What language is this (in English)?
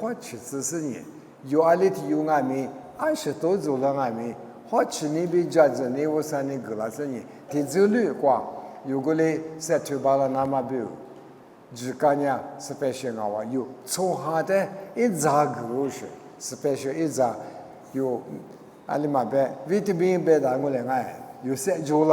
Lisu